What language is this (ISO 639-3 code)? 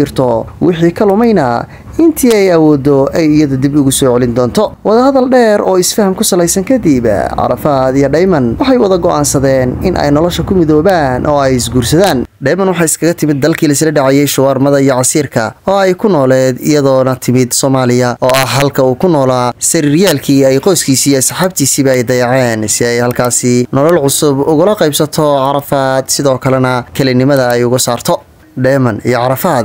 som